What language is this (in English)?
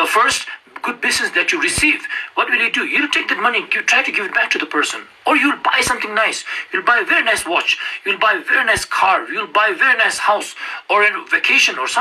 Ladakhi